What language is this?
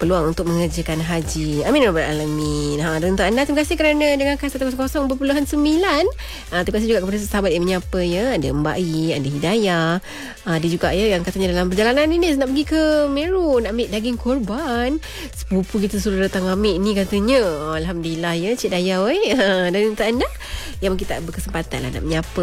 Malay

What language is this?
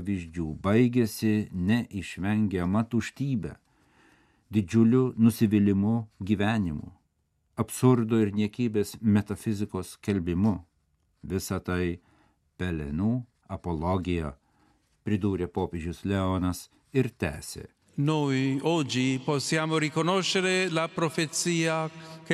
Lithuanian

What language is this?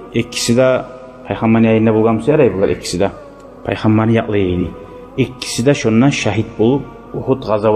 Kumyk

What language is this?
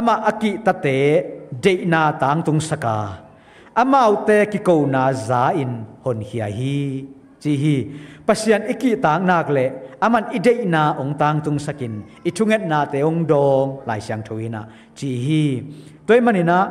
Tedim Chin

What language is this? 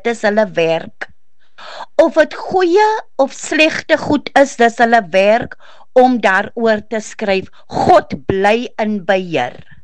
Afrikaans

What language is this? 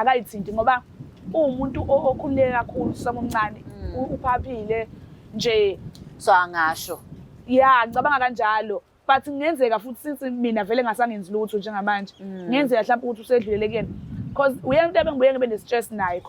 Zulu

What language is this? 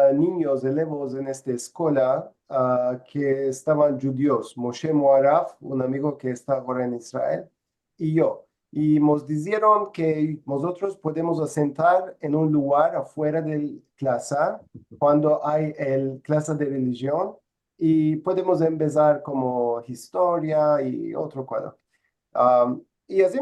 Ladino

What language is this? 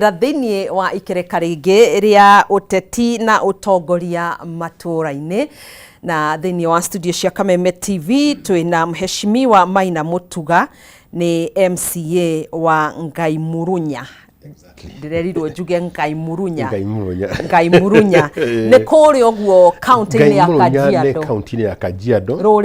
Kikuyu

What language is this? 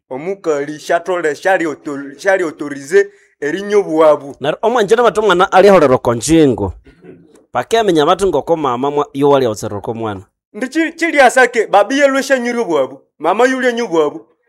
Nande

